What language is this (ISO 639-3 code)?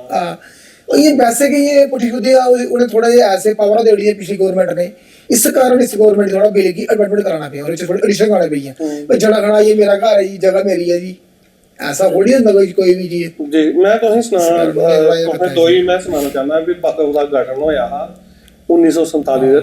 doi